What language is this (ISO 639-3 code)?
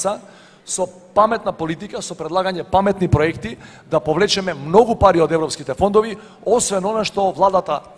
mkd